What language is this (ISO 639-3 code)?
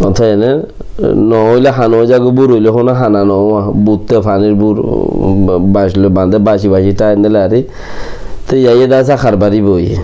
rhg